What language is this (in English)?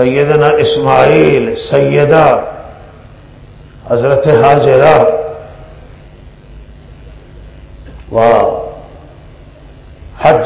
Urdu